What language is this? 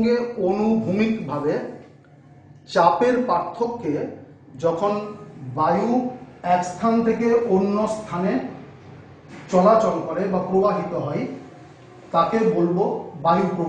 Bangla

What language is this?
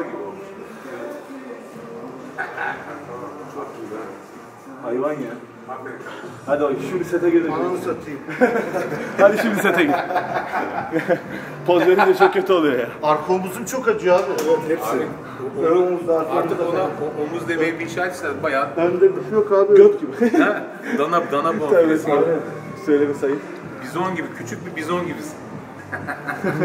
Turkish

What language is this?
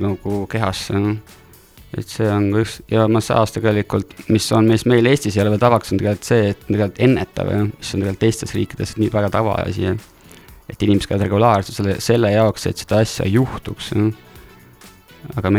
Estonian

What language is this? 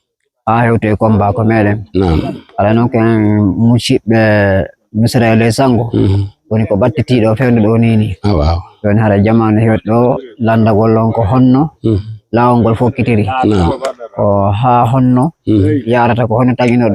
Fula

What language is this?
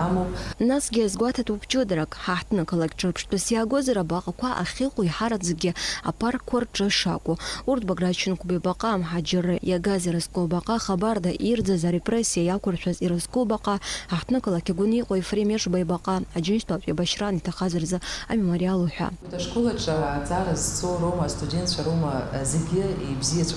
Abkhazian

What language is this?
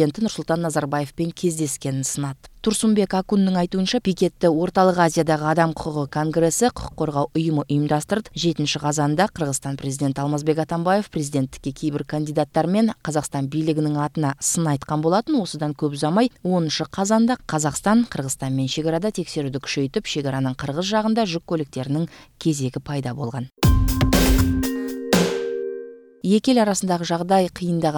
Kazakh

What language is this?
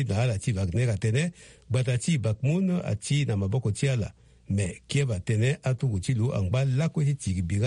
Sango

